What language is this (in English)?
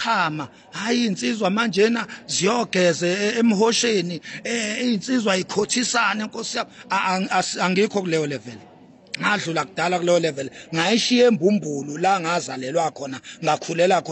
Zulu